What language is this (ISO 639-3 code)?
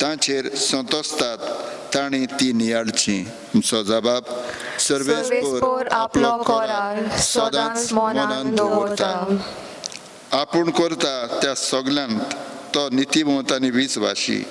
kok